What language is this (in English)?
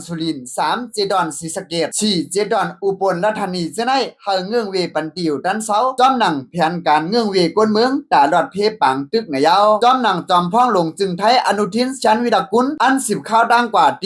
Shan